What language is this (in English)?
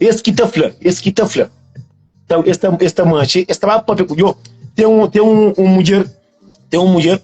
Kabuverdianu